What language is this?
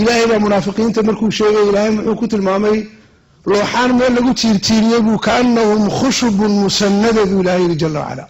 Somali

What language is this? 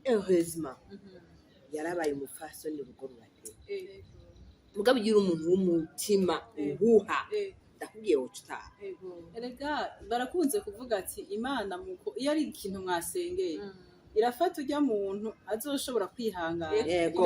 Rundi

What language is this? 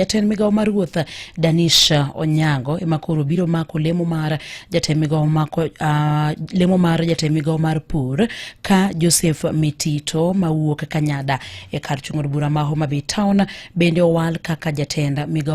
Luo (Kenya and Tanzania)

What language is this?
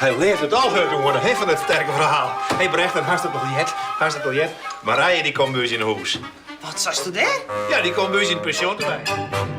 Western Frisian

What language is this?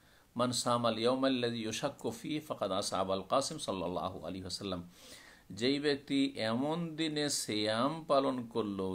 Bangla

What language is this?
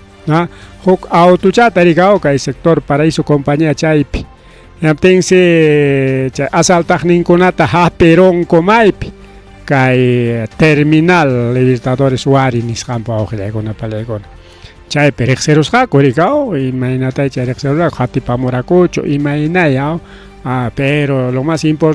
Ayacucho Quechua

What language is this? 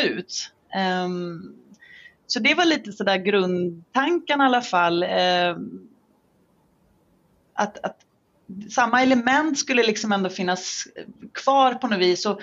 Swedish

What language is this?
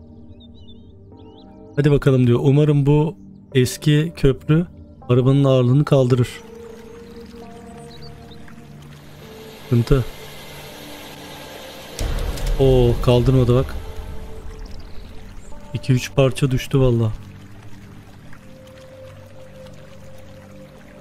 Turkish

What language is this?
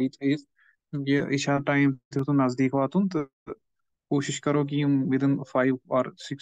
Kashmiri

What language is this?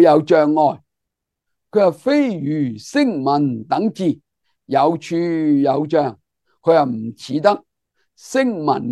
Cantonese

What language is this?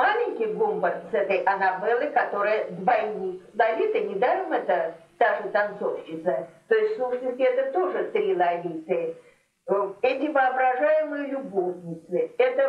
Russian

